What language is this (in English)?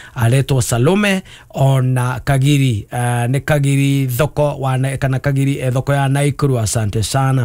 Kikuyu